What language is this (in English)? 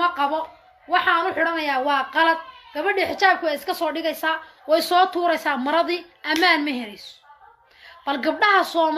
Somali